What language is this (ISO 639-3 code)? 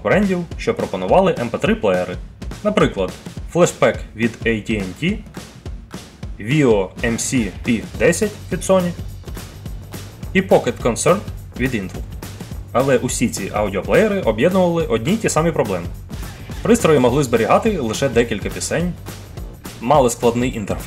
ukr